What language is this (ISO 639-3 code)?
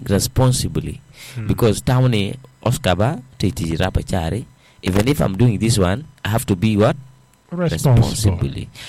ach